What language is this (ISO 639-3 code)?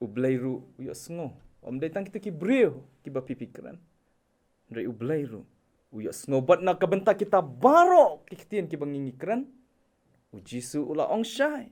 kha